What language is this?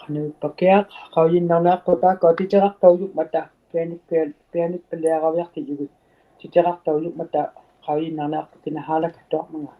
Inuktitut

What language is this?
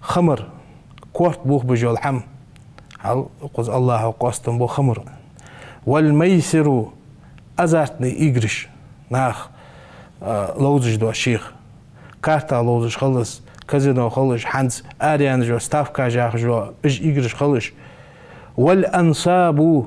Ingush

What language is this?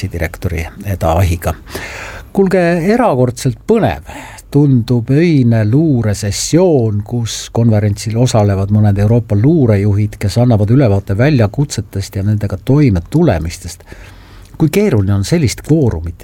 Estonian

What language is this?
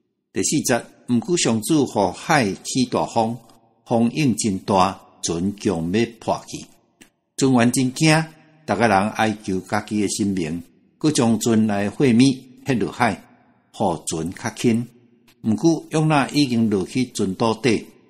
Min Nan Chinese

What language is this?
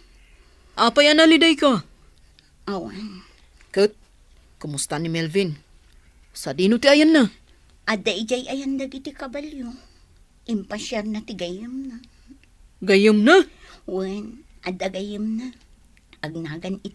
Iloko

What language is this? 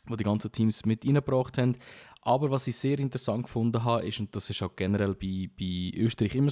Swiss German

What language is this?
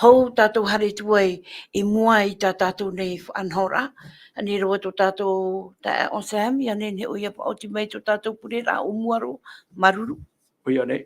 Tahitian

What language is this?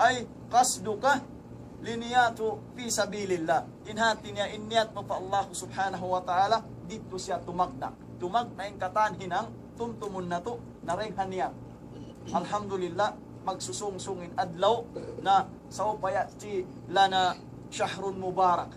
Tausug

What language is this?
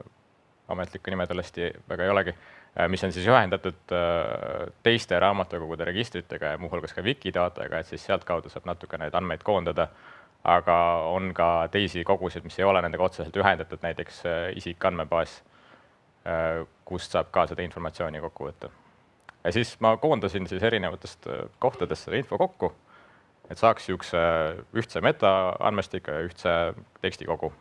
Estonian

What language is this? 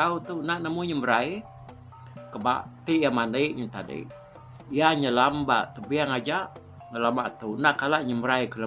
Iban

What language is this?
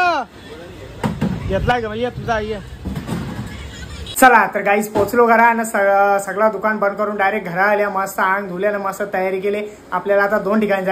Marathi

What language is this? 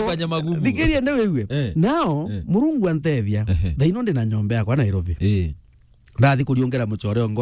Meru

